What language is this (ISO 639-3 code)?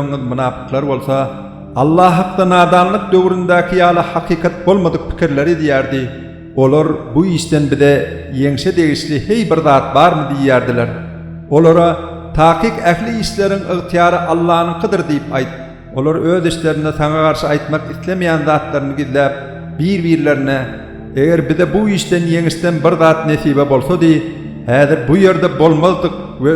tuk